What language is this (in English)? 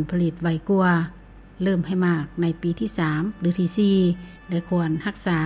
Lao